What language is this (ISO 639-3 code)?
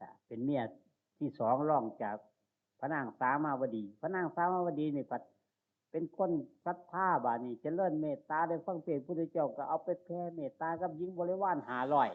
tts